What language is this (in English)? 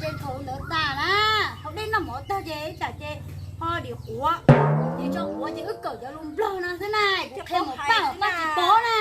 Hmong